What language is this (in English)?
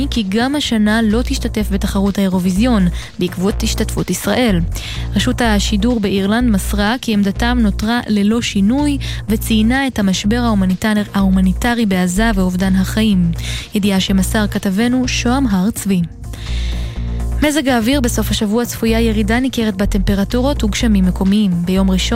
Hebrew